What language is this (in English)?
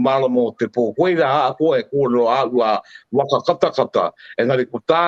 Māori